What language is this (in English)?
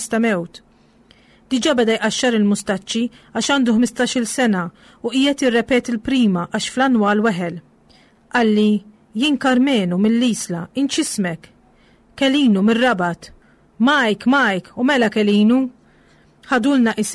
Maltese